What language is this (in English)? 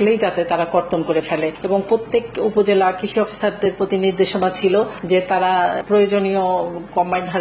Bangla